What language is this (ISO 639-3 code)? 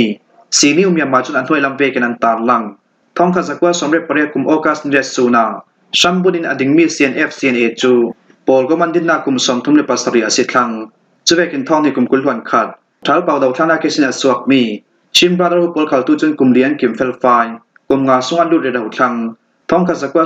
cfm